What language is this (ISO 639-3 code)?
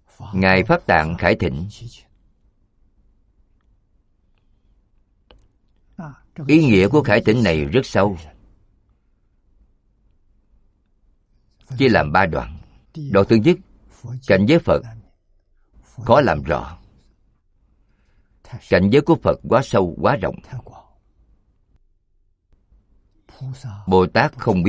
vie